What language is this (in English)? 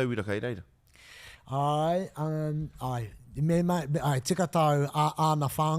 Māori